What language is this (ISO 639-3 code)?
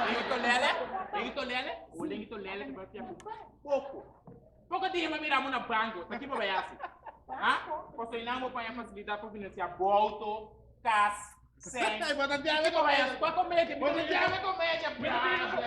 pap